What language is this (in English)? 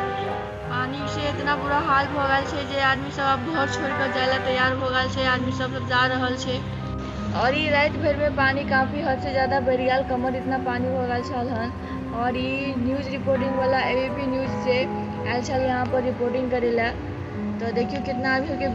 Maithili